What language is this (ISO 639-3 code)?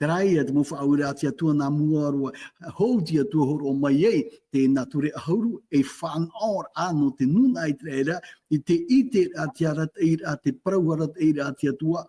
tah